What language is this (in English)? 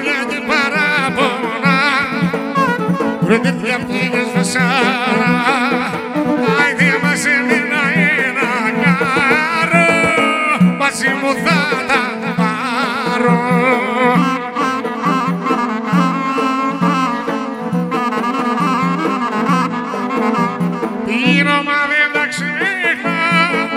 Greek